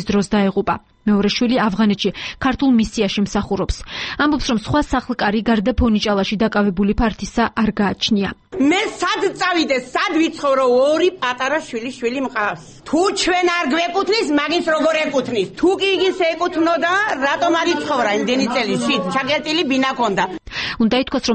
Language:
Georgian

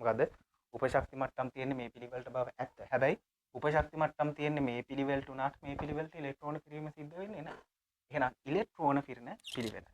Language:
Sinhala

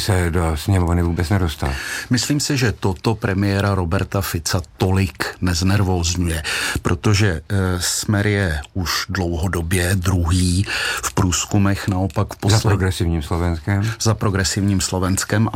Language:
Czech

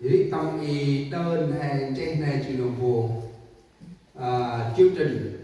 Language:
Central Mnong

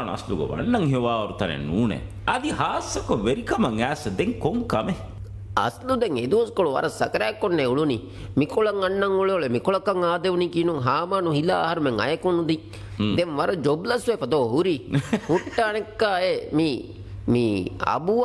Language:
Divehi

